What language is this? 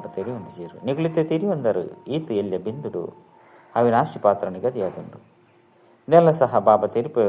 Tulu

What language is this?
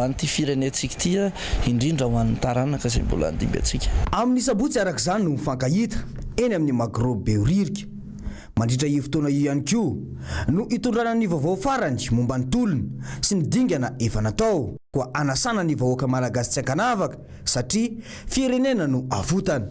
Malagasy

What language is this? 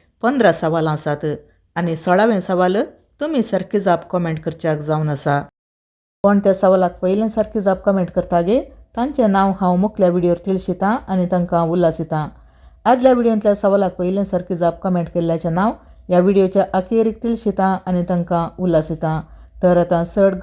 Konkani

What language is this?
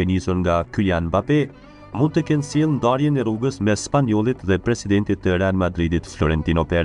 Albanian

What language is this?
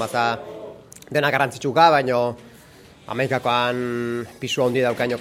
Basque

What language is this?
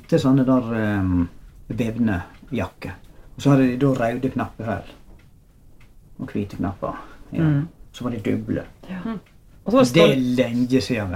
Norwegian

